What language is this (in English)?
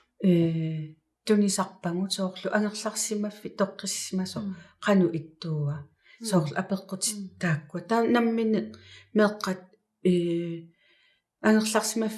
Kalaallisut